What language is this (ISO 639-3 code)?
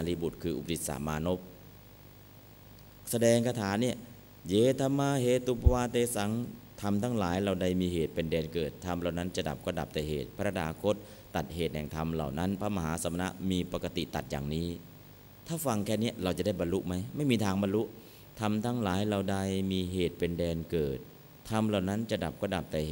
tha